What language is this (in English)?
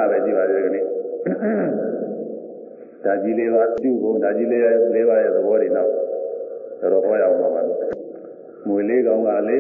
Burmese